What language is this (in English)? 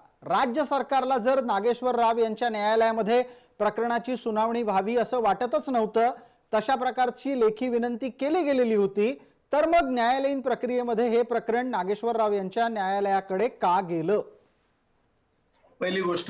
Marathi